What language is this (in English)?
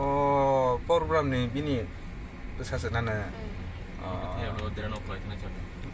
Kok Borok